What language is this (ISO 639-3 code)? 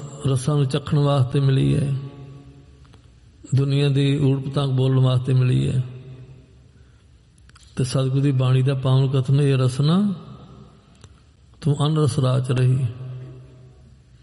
pan